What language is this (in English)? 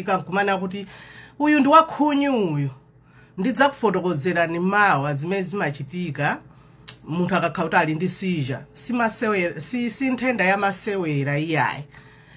Nyanja